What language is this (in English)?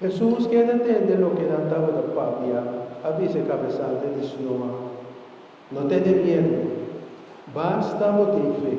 Papiamento